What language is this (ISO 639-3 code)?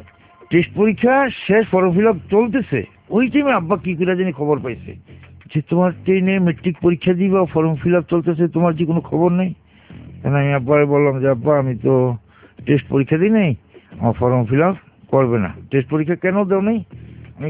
ben